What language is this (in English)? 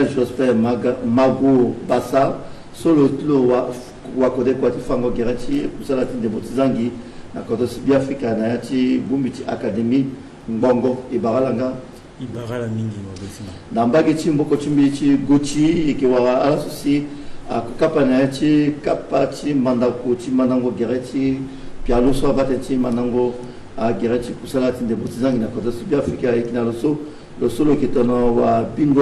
Sango